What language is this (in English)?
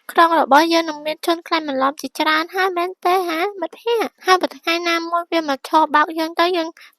Khmer